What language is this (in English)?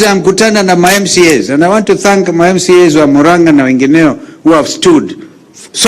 Gusii